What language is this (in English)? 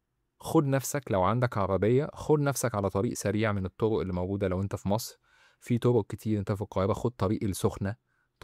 Egyptian Arabic